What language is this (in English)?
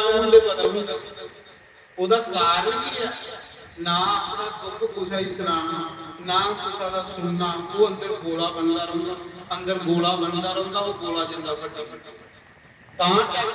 Dogri